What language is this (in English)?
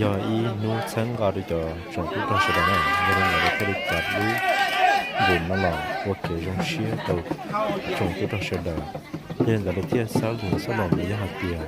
Hmong